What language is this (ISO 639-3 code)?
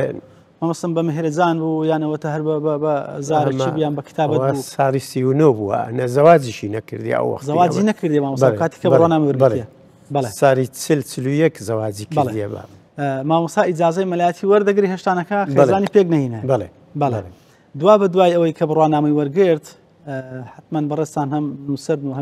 ckb